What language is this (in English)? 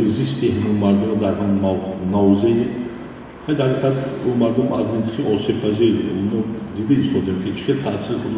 Tajik